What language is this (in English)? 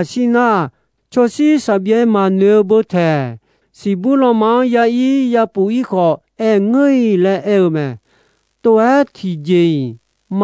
Akha